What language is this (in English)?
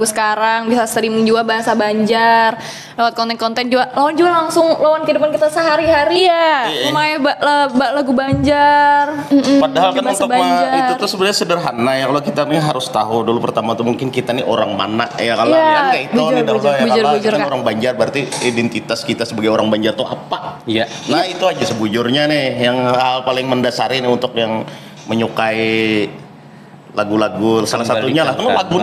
Banjar